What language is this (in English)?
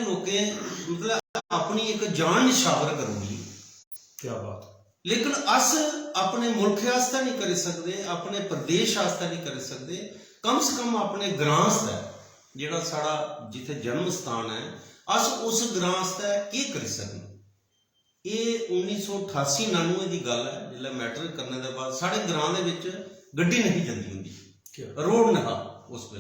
Dogri